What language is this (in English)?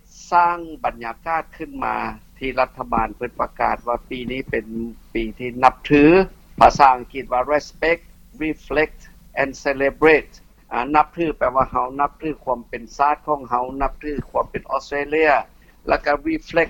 Lao